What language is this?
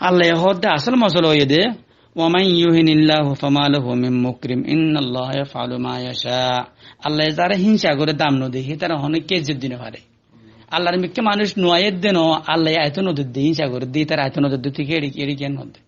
Rohingya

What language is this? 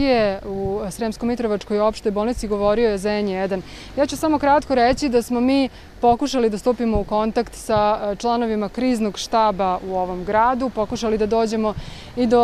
Serbian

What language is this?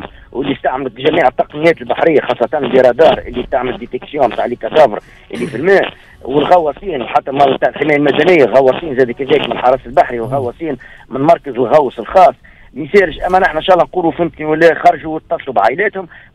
Tunisian Arabic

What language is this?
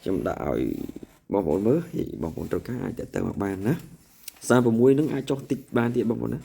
Khmer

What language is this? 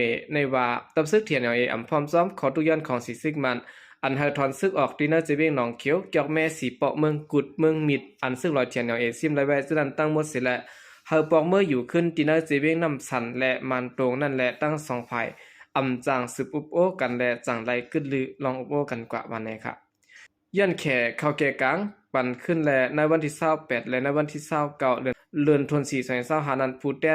Shan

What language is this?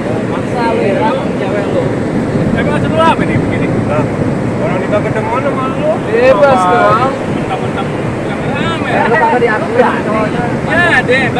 Betawi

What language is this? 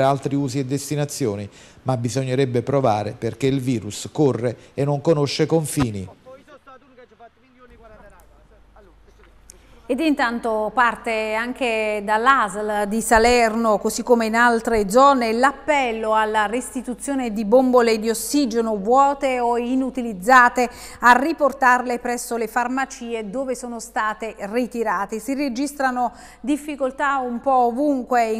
Italian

